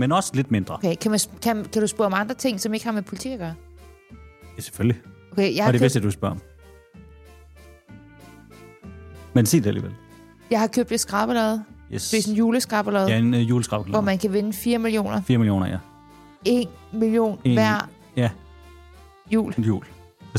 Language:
Danish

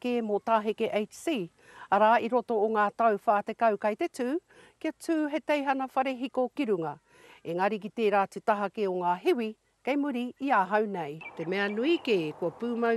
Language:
Māori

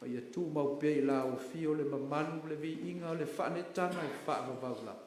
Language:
Samoan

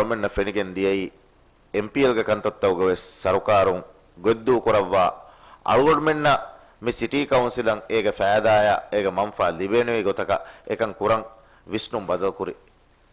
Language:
Divehi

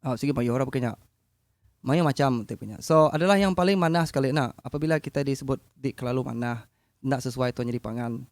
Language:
Iban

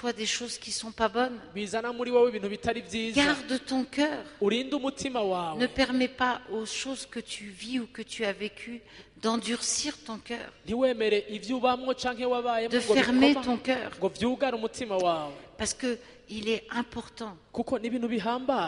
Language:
Rundi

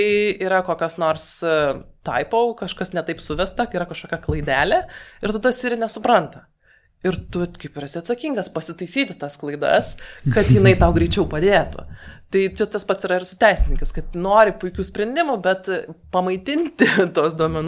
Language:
Lithuanian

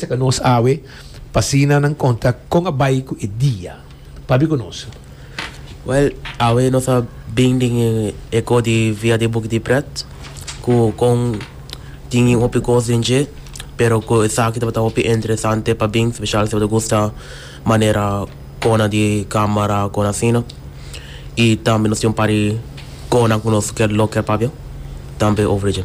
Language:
Papiamento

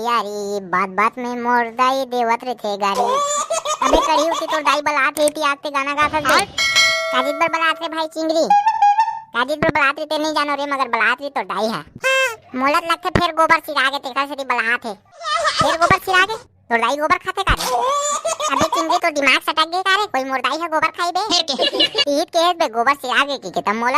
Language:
Chhattisgarhi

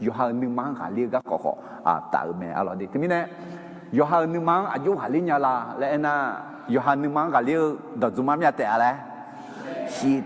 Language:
Akha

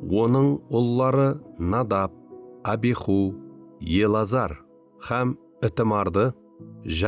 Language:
Kara-Kalpak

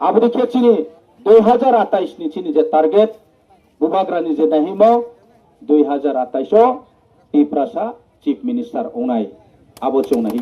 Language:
Riang (India)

